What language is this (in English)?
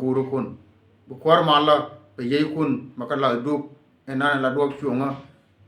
Nuer